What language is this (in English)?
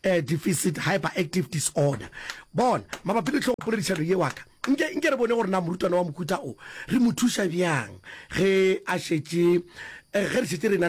Northern Sotho